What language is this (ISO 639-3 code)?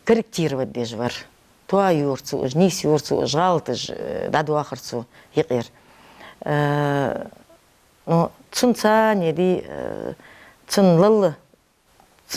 inh